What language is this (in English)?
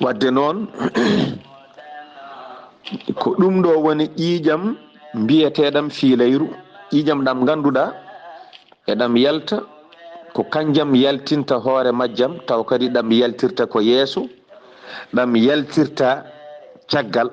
Fula